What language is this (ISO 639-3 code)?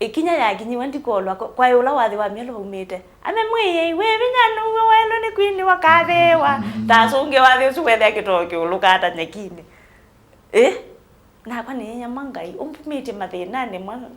kam